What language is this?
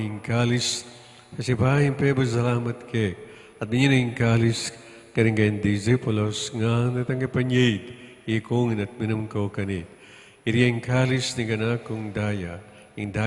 Pampanga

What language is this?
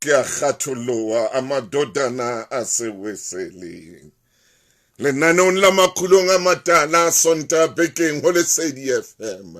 Southern Sotho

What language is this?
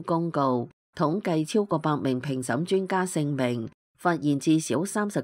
Cantonese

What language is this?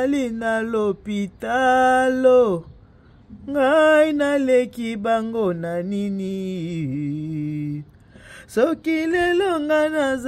Lingala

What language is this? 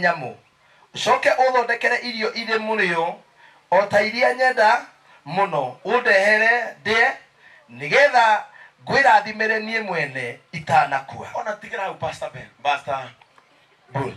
Kikuyu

